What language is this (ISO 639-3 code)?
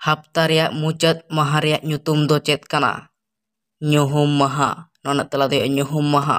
sat